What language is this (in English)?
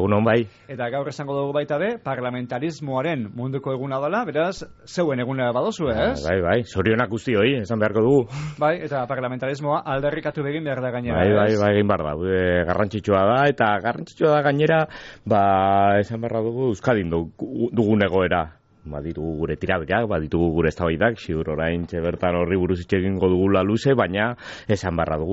Basque